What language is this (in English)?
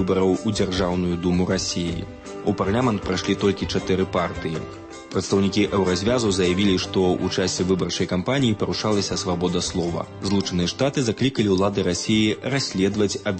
Belarusian